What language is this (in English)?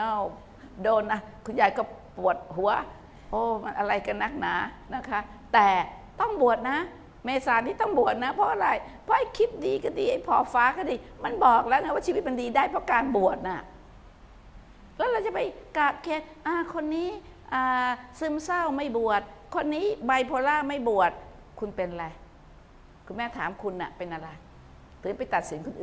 Thai